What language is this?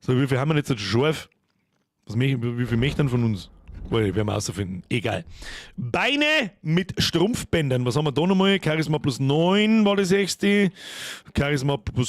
Bavarian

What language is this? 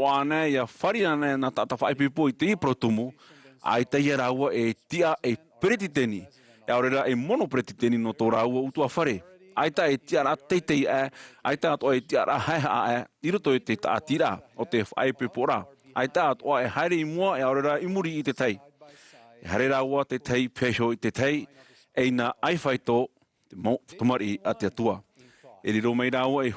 Tahitian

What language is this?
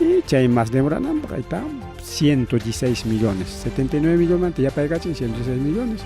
Ayacucho Quechua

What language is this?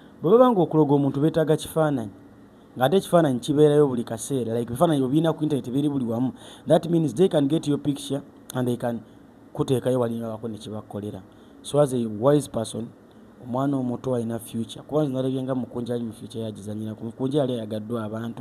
Ganda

